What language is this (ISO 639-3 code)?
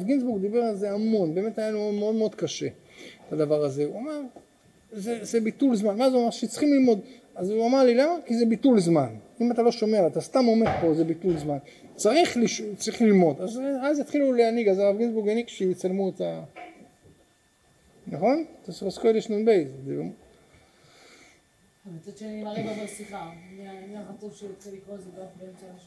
heb